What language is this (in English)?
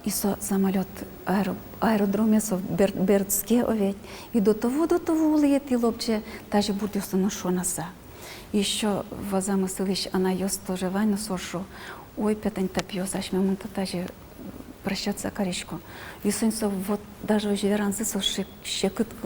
Udmurt